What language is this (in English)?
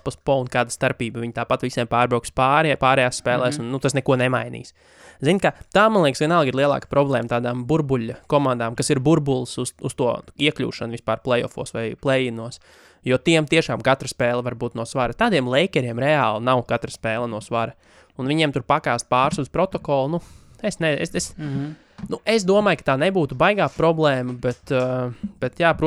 Latvian